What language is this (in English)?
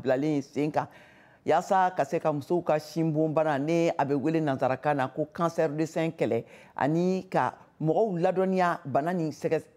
Bambara